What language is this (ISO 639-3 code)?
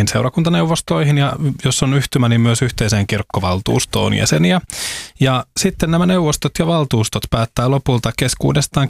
fin